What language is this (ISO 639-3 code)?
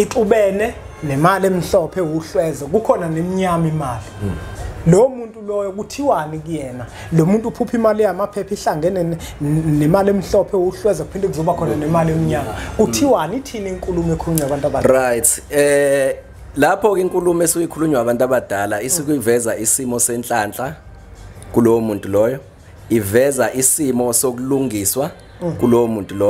zul